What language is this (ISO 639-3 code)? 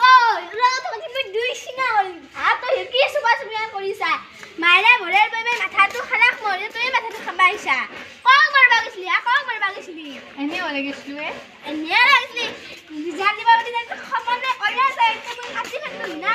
asm